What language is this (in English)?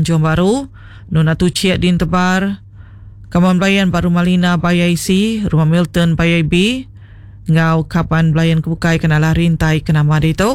Iban